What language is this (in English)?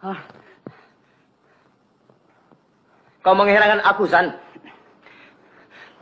Malay